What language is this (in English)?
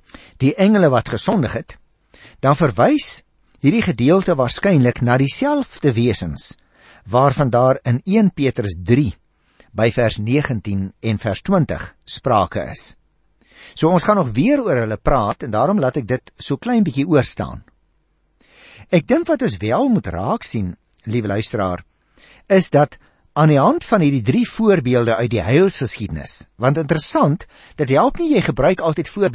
Afrikaans